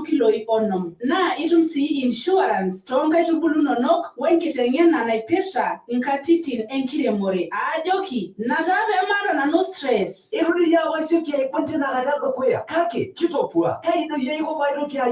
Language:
Masai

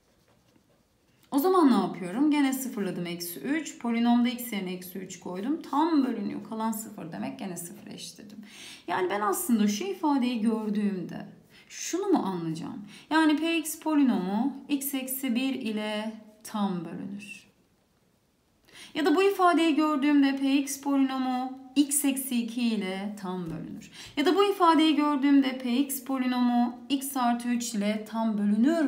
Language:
Turkish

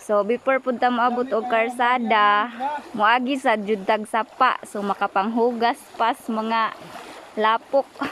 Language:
Cebuano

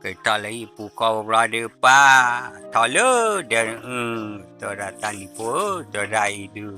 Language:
S'gaw Karen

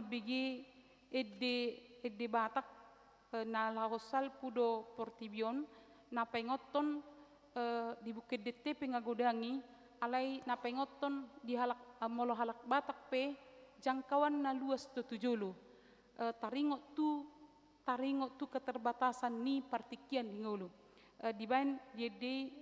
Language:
Batak Toba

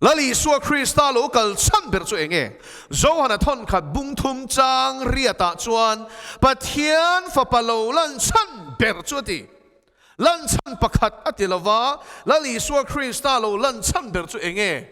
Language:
Mizo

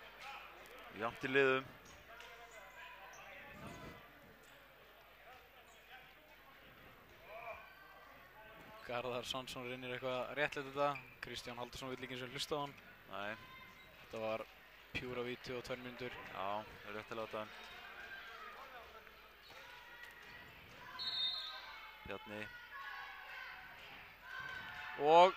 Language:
Icelandic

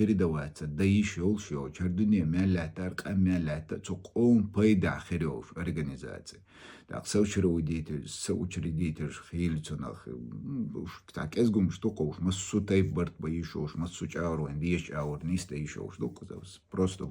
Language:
Chechen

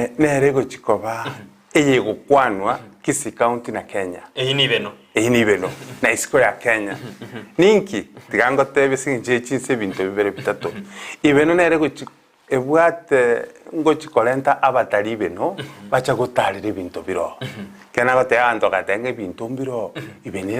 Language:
Gusii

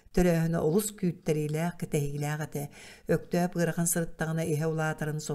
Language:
Yakut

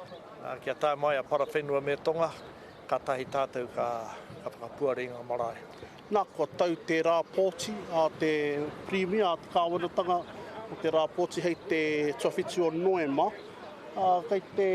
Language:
Māori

